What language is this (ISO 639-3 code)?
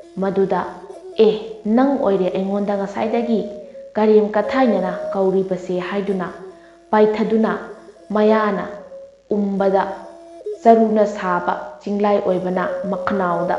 mni